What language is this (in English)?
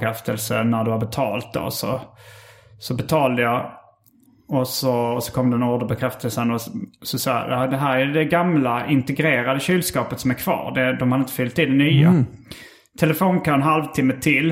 Swedish